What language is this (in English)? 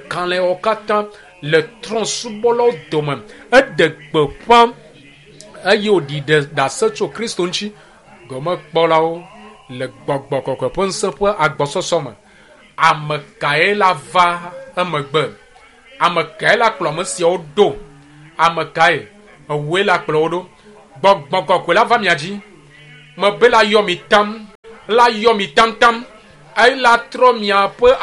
Ewe